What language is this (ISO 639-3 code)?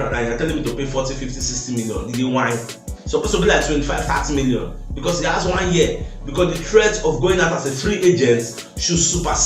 pcm